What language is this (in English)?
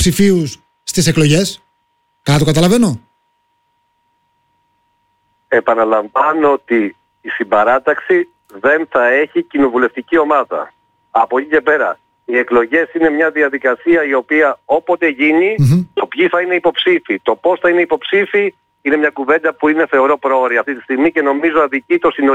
Greek